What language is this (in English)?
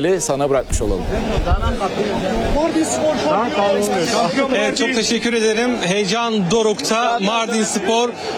Turkish